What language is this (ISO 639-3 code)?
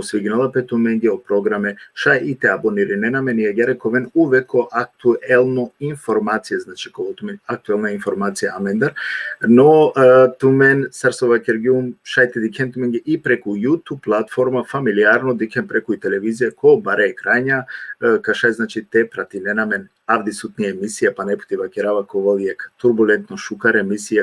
rmn